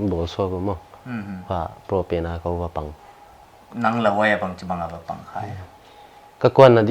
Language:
Paite Chin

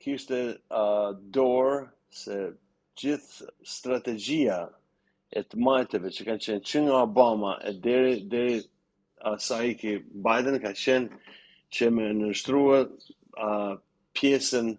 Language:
Albanian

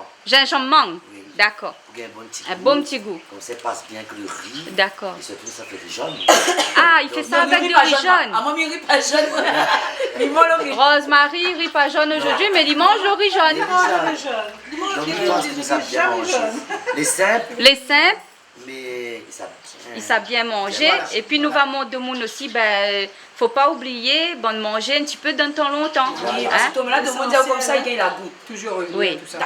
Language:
Réunion Creole French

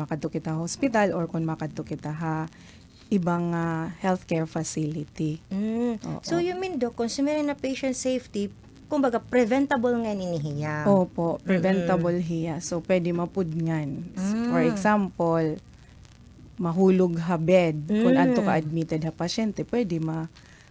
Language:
Waray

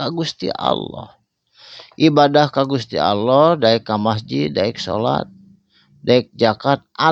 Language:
Sundanese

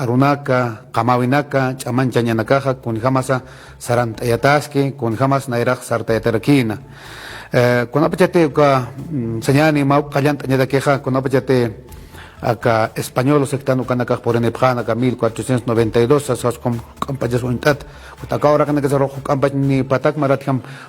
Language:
Aymara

